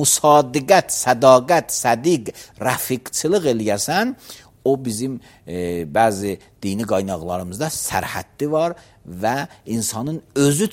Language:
Azerbaijani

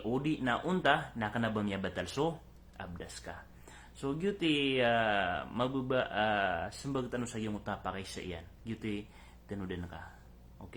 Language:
Maranao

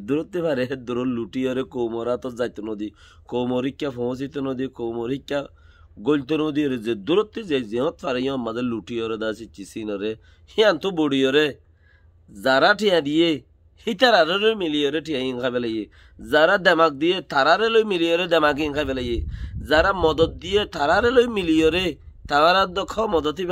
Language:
Rohingya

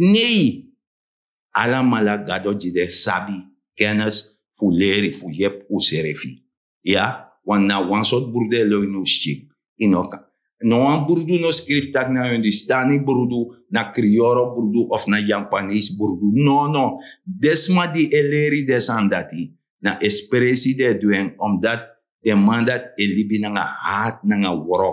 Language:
Sranan Tongo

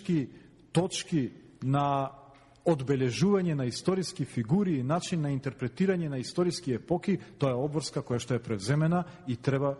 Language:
Macedonian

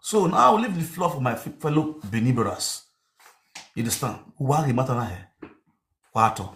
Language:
Nigerian Pidgin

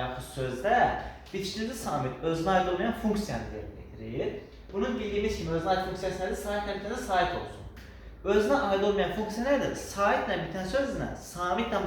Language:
Azerbaijani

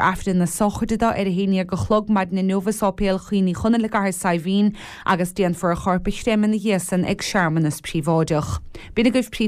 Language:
Irish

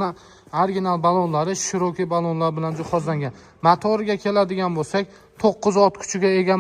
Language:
Uzbek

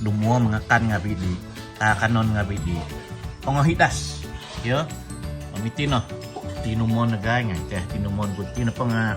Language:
Central Dusun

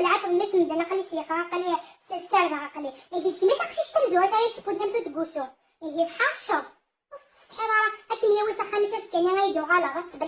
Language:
Kabyle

